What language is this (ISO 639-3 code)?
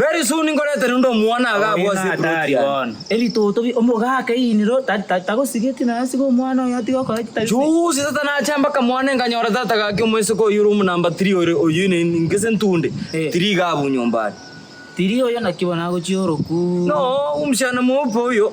guz